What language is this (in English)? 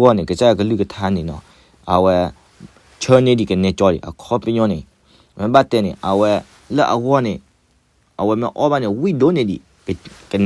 S'gaw Karen